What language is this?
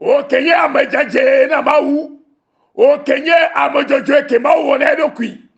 Ewe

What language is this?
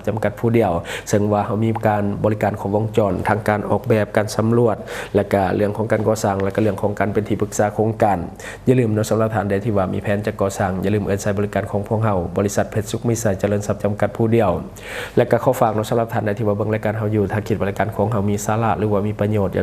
Lao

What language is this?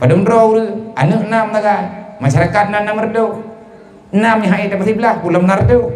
Achinese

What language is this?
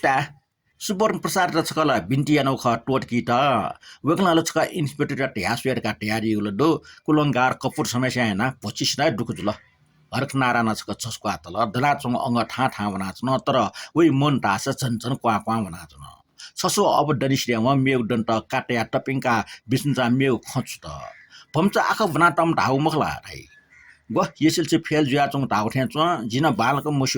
Newari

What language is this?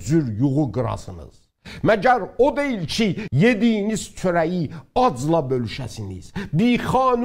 South Azerbaijani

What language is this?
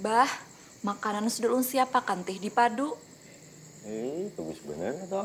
Banjar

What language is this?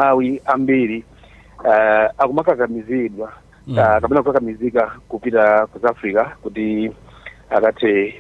Nyanja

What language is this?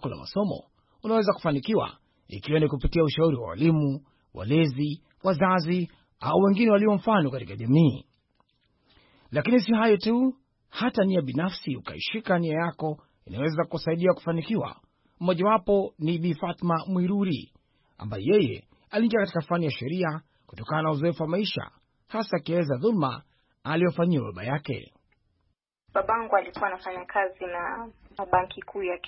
Swahili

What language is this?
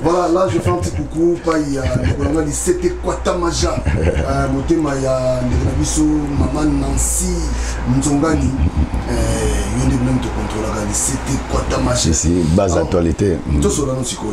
Lingala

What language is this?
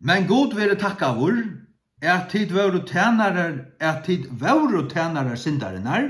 Faroese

